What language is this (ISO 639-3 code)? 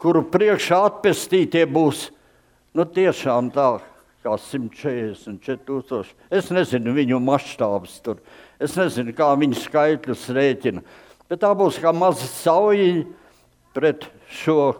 lav